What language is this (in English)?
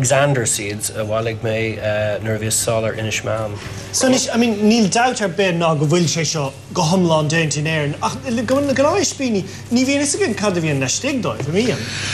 Irish